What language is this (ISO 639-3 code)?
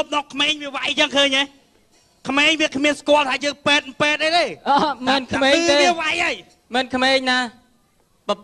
khm